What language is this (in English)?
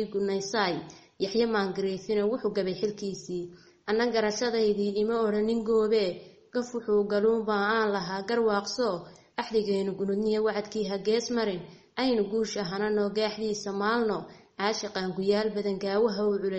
Somali